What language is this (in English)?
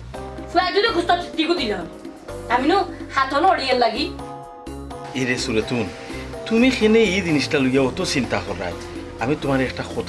Sylheti